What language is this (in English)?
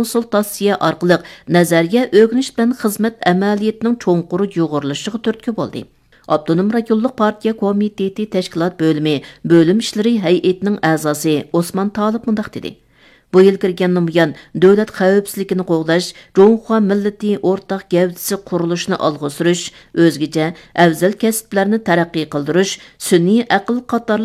Uyghur